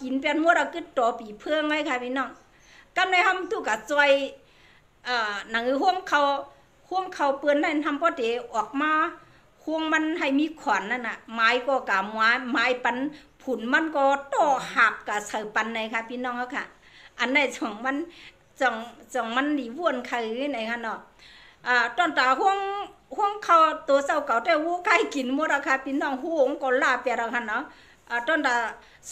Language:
Shan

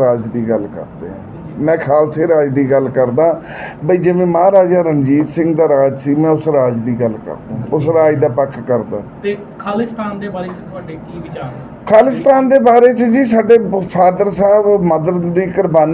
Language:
Punjabi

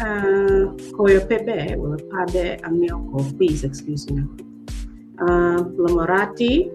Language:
Acoli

